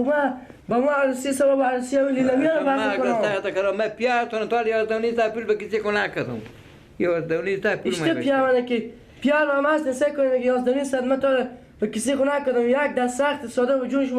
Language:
Persian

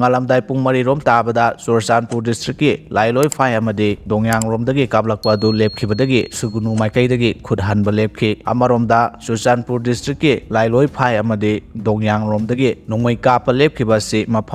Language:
Manipuri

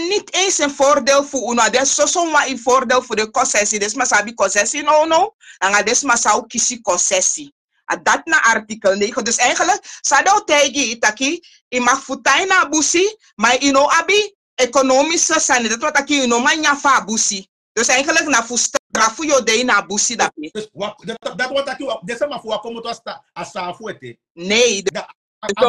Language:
Sranan Tongo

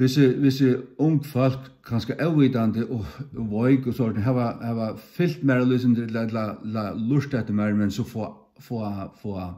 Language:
Faroese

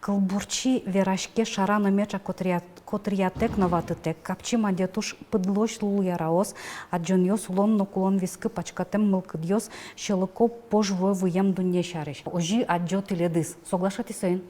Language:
Udmurt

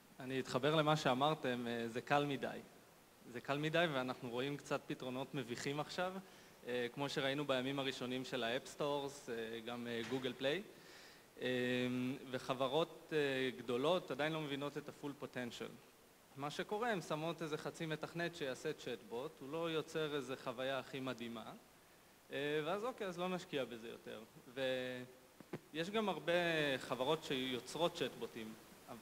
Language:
Hebrew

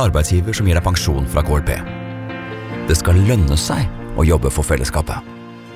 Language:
Norwegian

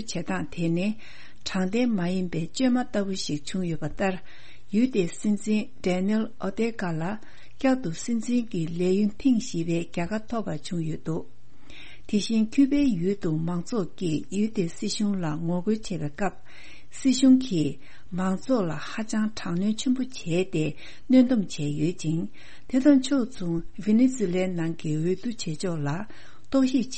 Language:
Tibetan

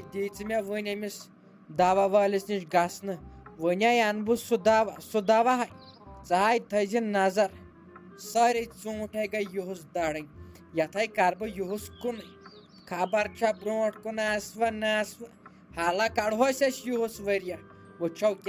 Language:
Kashmiri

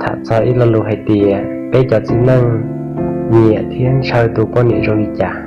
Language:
Hmong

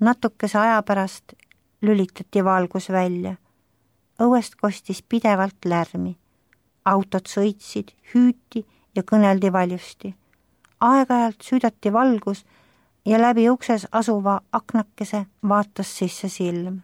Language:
Estonian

